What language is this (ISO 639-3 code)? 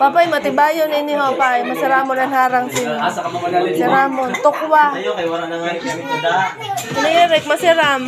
hil